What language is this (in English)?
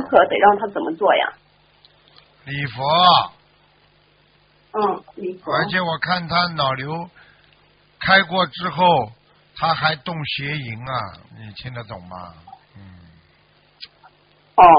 Chinese